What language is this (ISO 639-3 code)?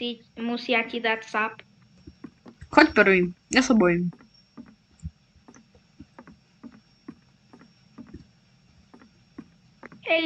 slk